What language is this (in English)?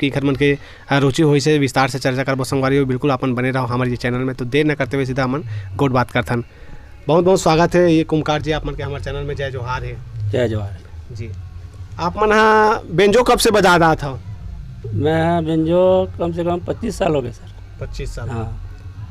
Chhattisgarhi